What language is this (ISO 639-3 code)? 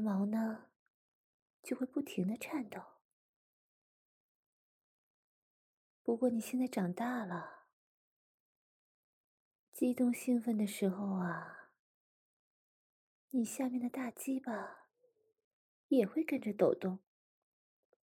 zho